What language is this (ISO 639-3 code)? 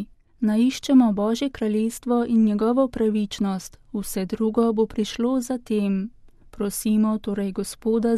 slv